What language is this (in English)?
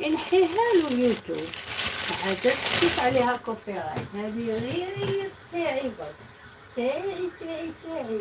Algerian Arabic